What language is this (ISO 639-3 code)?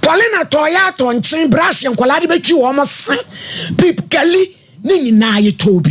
aka